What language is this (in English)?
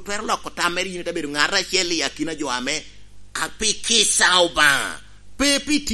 Lango (Uganda)